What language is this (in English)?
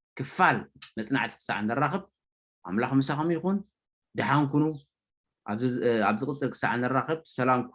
Tigrinya